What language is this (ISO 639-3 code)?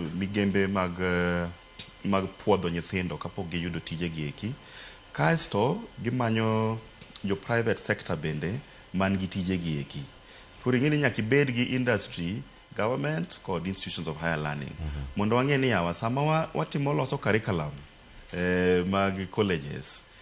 luo